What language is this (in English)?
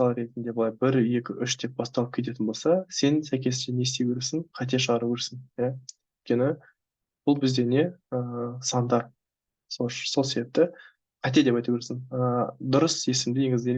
Kazakh